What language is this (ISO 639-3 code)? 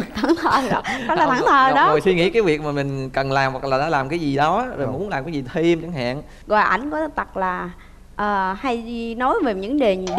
vie